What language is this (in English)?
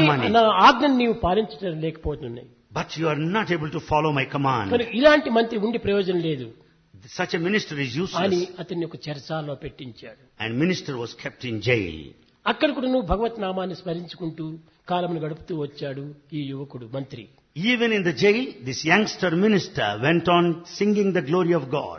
Telugu